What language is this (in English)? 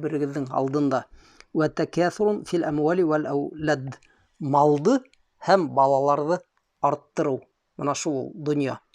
Bashkir